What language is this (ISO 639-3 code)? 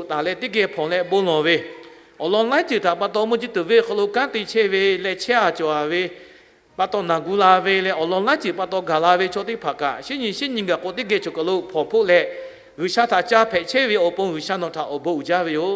lhu